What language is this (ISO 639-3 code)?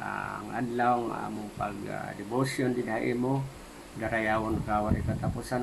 war